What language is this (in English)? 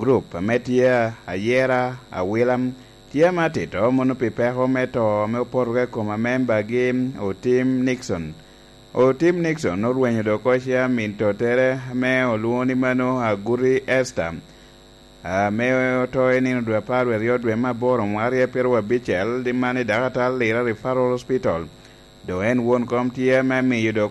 Lango (Uganda)